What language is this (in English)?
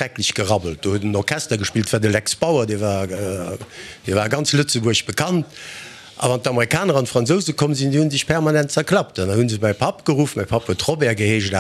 Luxembourgish